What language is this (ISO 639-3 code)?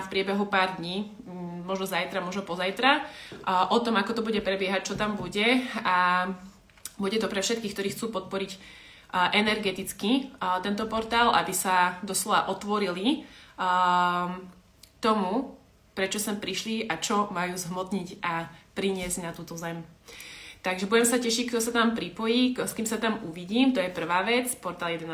slk